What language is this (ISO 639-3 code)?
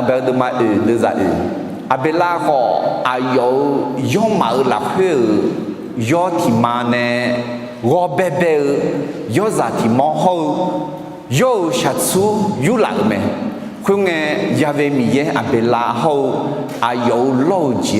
ahk